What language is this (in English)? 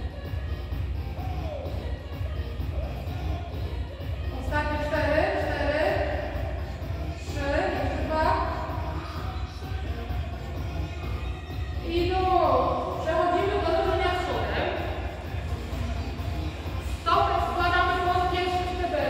Polish